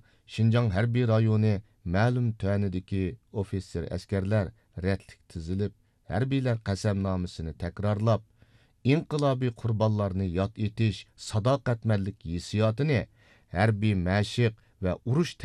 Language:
Uyghur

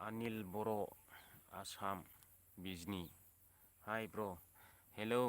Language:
Bodo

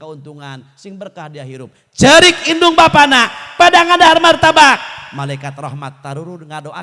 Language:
Sundanese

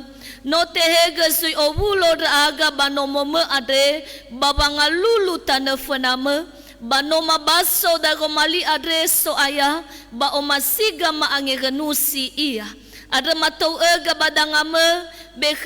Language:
Nias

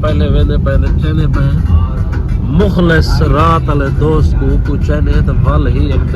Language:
Saraiki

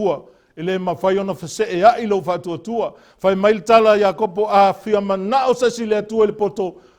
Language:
Samoan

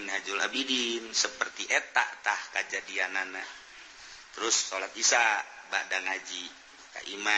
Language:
Sundanese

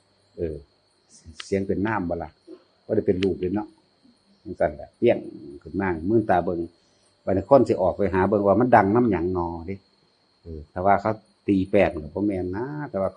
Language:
Northeastern Thai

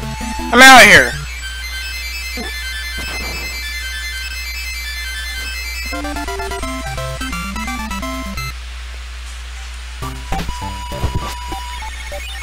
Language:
English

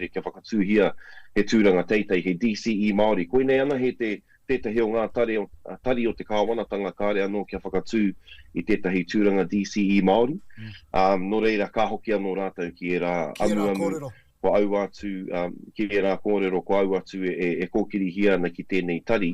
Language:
Māori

